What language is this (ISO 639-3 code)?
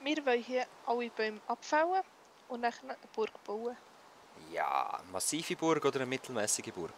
gsw